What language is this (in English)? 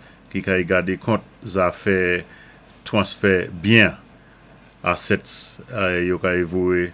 Saint Lucian Creole French